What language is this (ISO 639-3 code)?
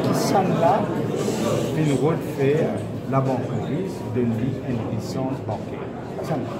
mfe